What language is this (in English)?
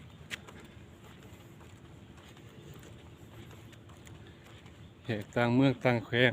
Lao